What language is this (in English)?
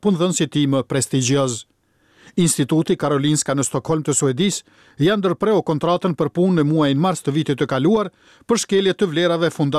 Albanian